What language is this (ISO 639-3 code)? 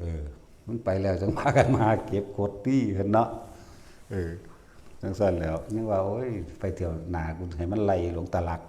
tts